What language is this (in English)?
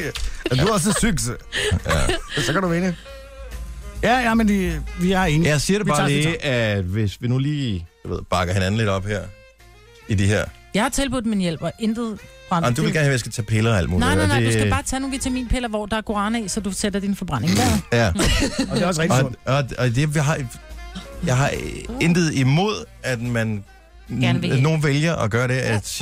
Danish